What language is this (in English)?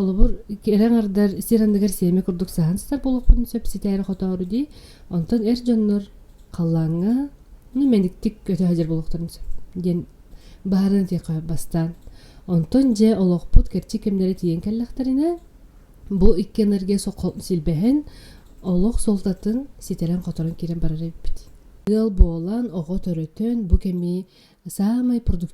Yakut